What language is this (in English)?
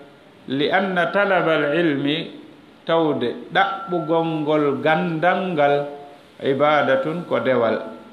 Fula